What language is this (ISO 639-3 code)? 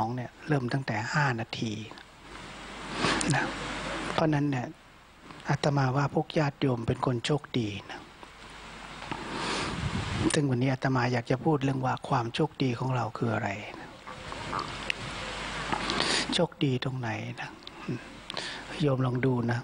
tha